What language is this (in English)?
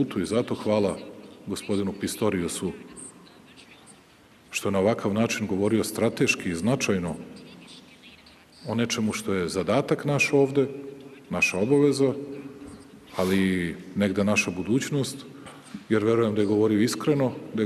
Serbian